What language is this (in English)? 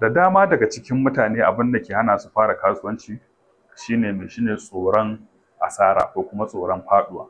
Hausa